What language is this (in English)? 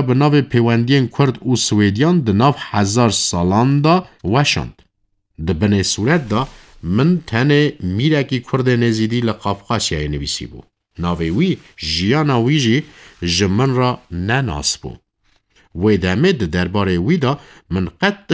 Kurdish